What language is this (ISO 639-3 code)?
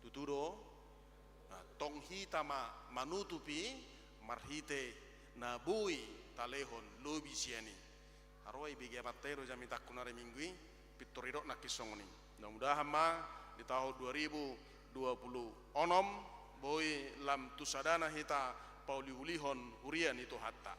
bbc